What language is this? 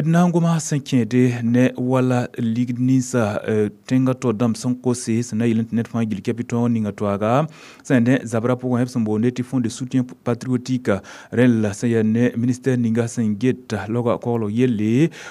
Mossi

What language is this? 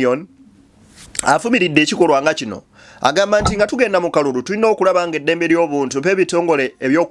Ganda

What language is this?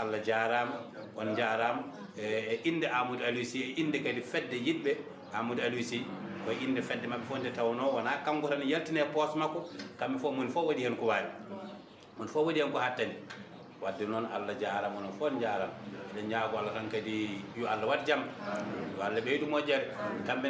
Fula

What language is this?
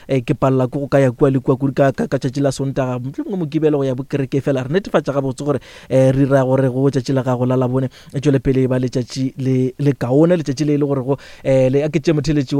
Northern Sotho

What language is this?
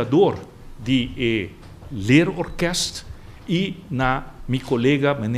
Papiamento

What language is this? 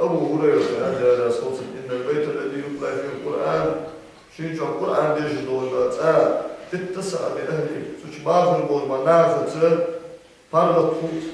Ingush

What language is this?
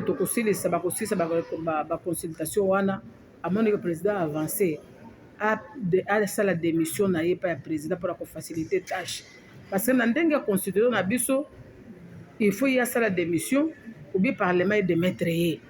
Lingala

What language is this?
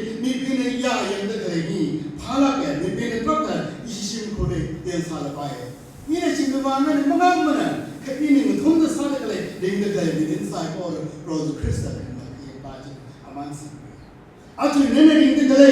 Tangkhul Naga (India)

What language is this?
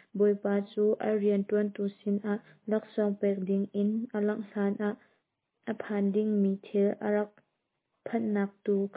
Hakha Chin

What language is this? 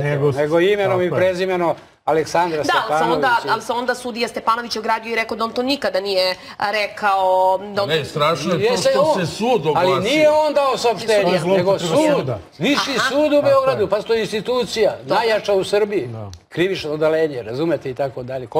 Serbian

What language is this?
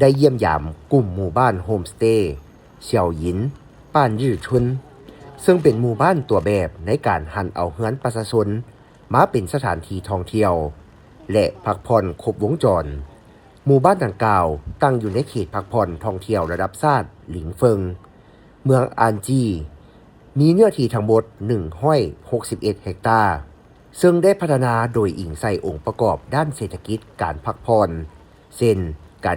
Lao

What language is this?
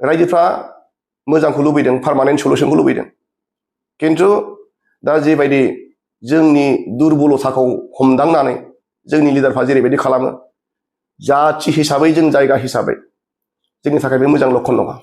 Bodo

